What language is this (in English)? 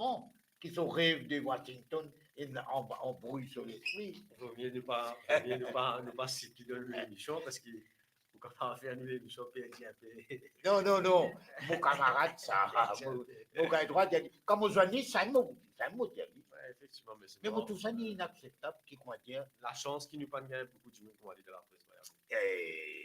Morisyen